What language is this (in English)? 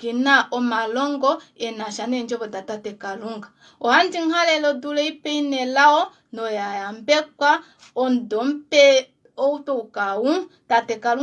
Kuanyama